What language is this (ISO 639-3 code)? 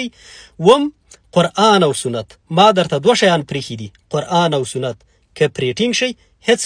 pus